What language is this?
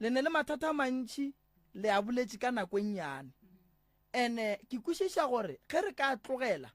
Northern Sotho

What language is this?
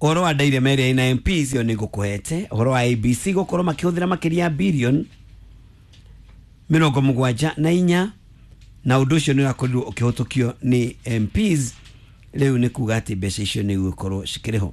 Kikuyu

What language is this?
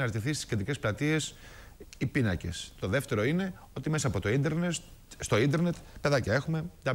Greek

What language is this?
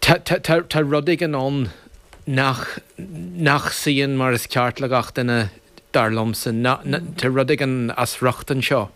Irish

